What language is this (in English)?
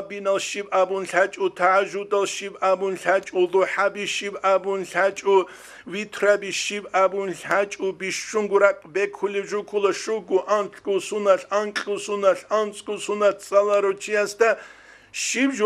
Avaric